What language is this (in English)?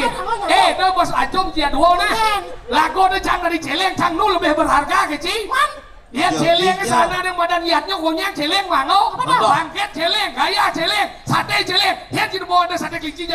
Balinese